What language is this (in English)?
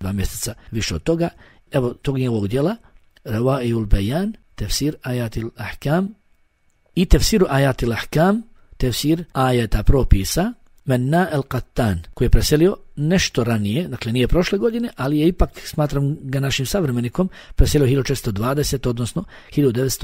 Bosnian